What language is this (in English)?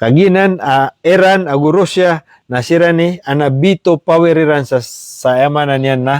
Maranao